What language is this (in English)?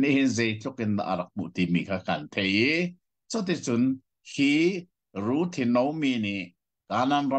Hakha Chin